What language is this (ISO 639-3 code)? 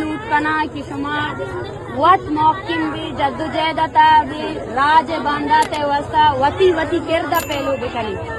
bgp